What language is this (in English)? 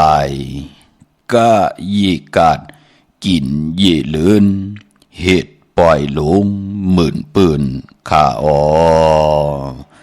Shan